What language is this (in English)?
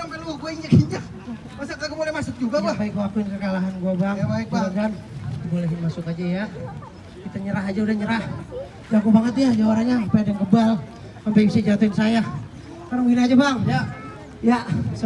Betawi